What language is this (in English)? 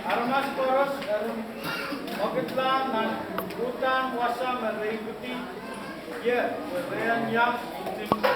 Pohnpeian